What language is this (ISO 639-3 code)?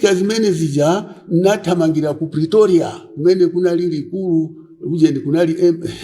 nya